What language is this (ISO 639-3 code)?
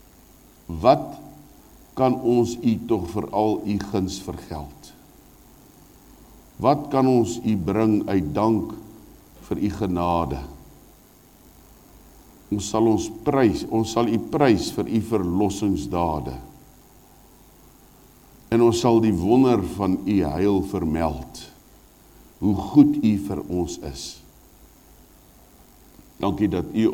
afr